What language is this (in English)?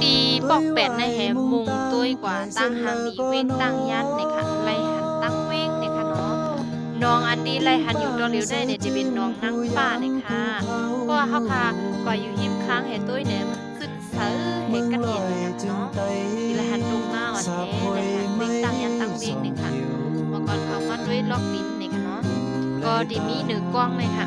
Shan